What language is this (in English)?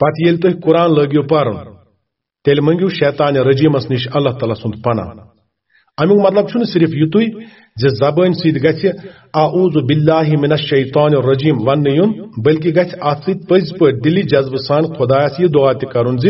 Kashmiri